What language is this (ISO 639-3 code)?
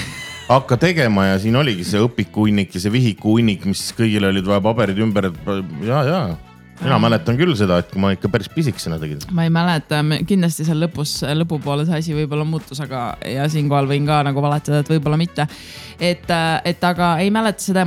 est